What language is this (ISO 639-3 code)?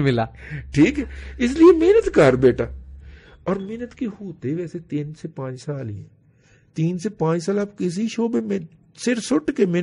urd